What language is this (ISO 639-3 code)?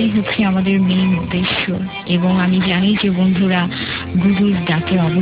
ben